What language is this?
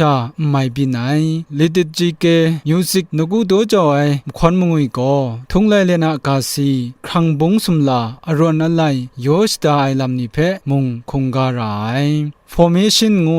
Kachin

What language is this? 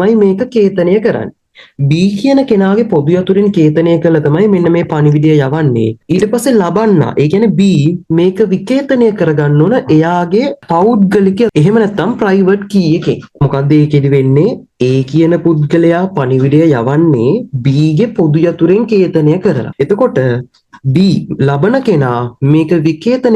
Sinhala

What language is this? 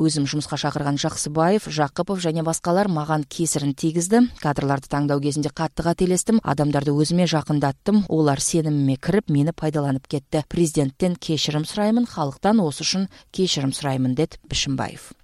Kyrgyz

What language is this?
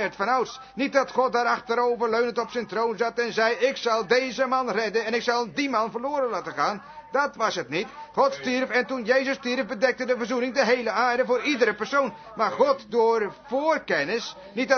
Dutch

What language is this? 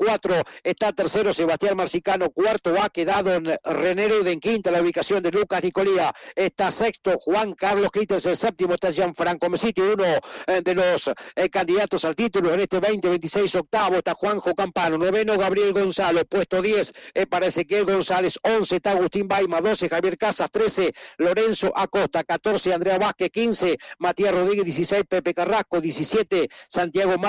Spanish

